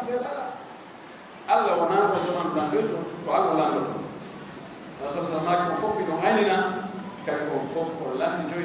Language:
Pular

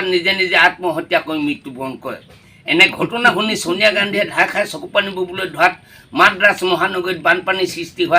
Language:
Assamese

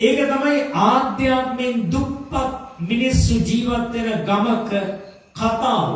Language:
Sinhala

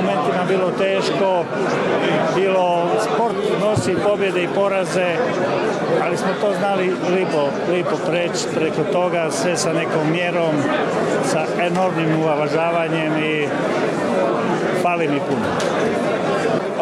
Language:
Croatian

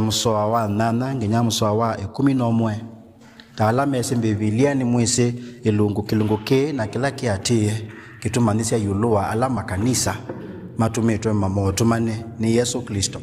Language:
Kamba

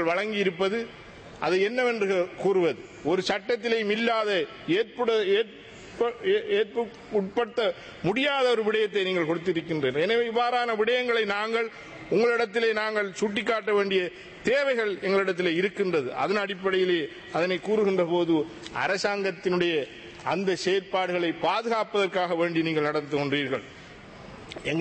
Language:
Tamil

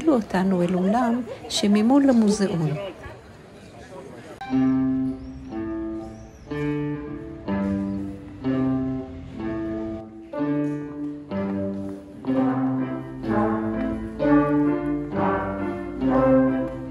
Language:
Hebrew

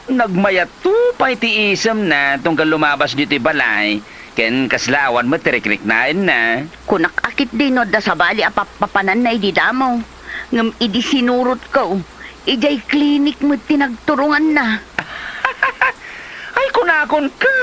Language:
Iloko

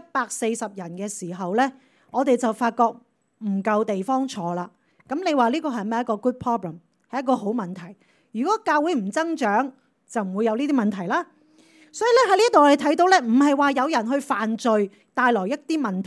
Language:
Cantonese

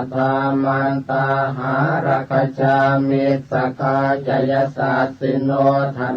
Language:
Pali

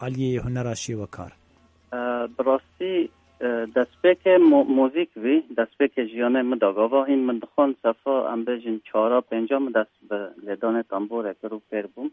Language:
Kurdish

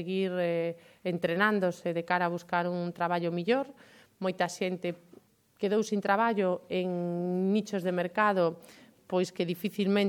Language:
Galician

